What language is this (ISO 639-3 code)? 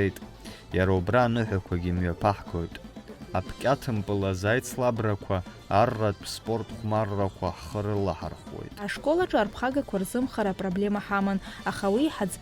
abk